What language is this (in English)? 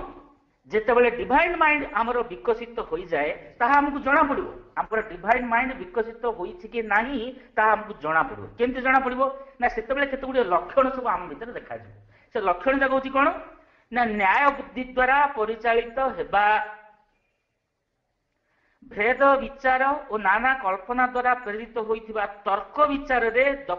Odia